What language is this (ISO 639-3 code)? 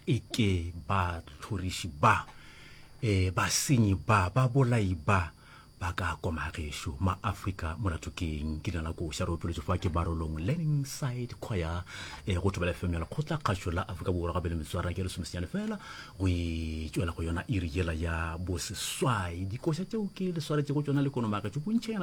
nso